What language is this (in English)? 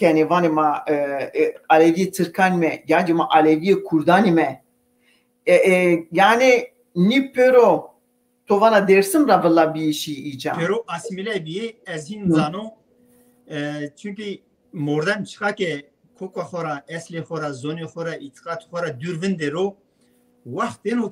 Zaza